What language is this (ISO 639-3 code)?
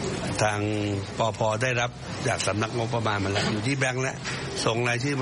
tha